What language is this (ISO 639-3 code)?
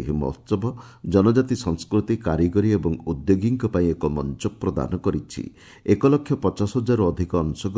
ori